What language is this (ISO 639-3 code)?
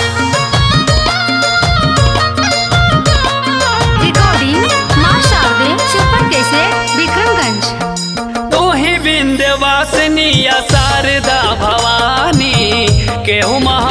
bho